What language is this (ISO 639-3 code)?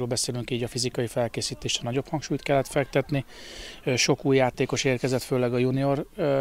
hun